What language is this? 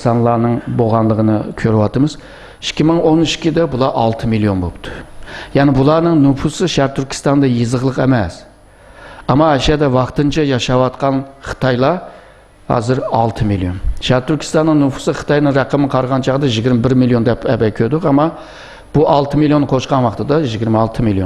Uyghur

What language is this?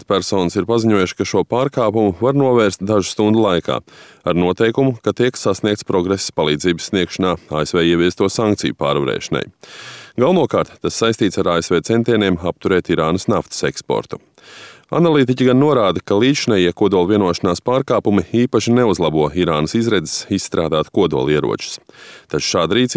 Latvian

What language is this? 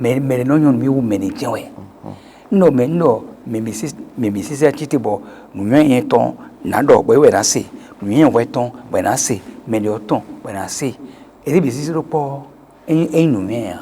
Fon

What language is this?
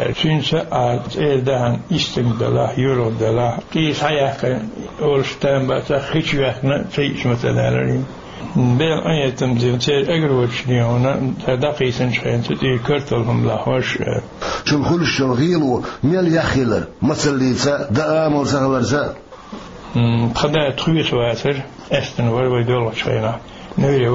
Chechen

